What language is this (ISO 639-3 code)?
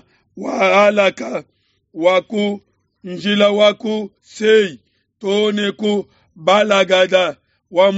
lua